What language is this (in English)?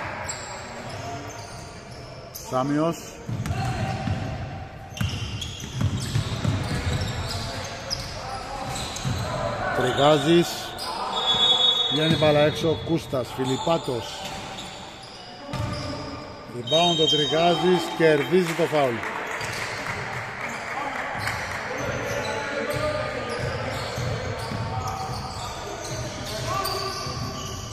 Greek